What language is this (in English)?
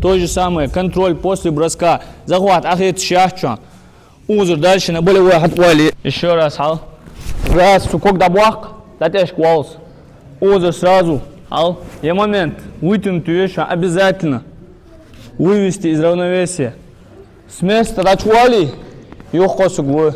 Ingush